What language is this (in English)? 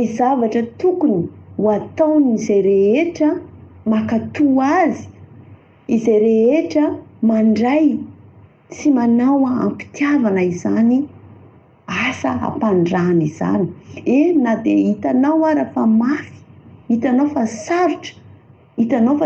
Malagasy